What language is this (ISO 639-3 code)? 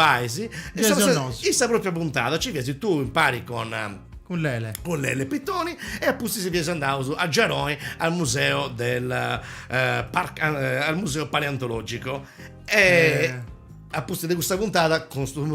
srd